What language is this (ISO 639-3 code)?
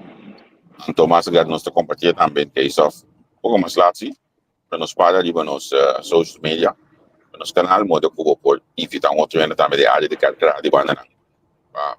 pap